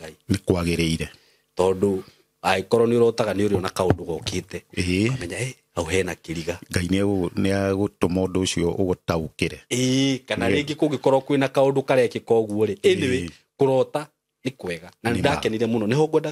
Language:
Kikuyu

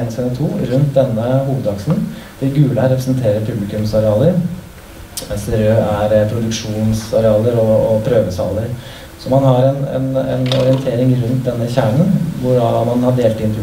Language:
Norwegian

